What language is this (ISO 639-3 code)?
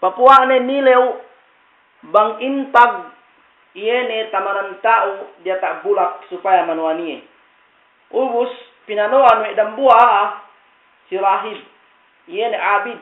yka